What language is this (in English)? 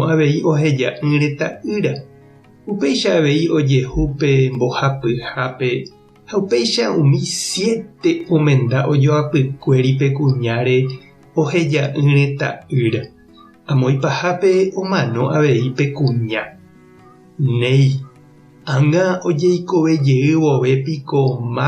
Guarani